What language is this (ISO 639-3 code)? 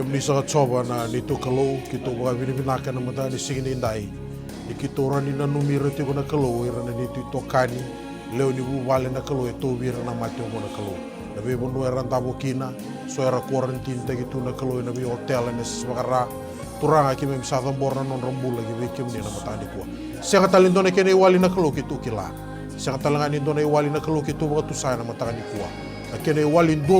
fij